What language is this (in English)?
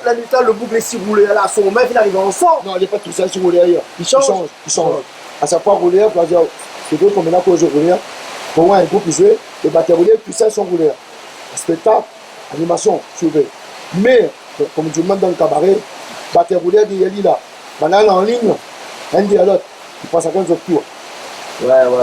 Réunion Creole French